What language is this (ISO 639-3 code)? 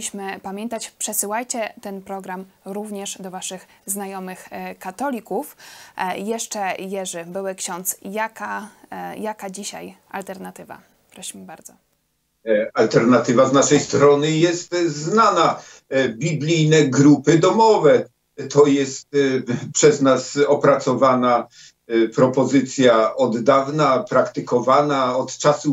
pol